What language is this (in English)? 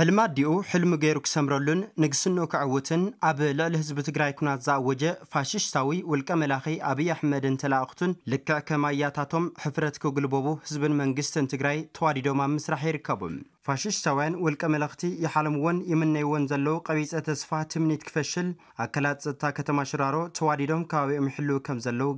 Tigrinya